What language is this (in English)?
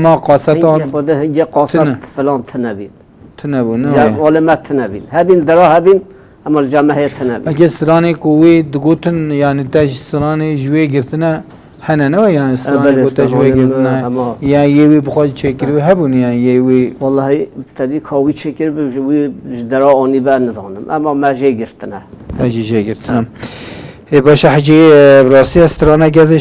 Kurdish